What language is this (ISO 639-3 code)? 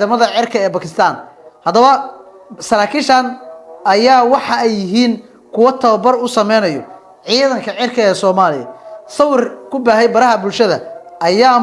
som